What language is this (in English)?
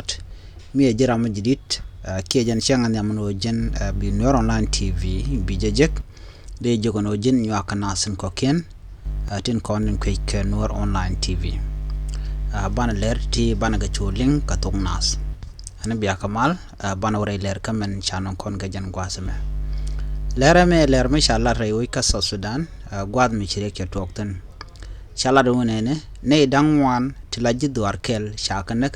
Nuer